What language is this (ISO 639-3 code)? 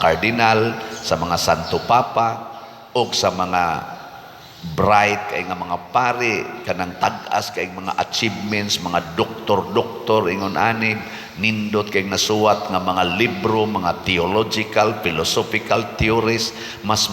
ceb